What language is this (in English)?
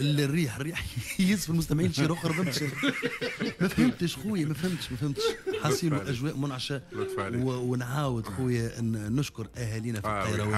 Tunisian Arabic